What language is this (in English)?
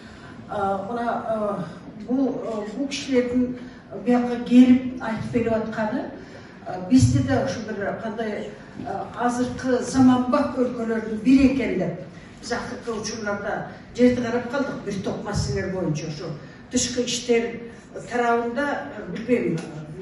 Kyrgyz